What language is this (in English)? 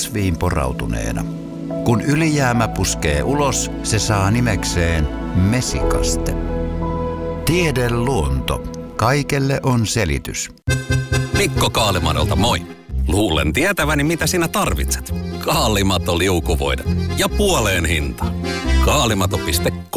Finnish